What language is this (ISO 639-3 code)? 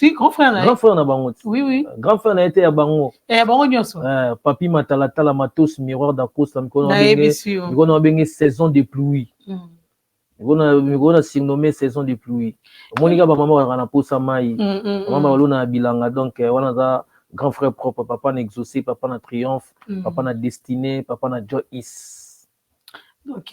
lin